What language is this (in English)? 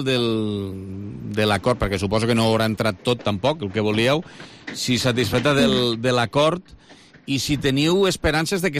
Catalan